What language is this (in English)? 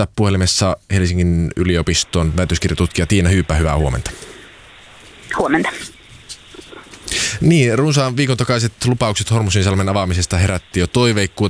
Finnish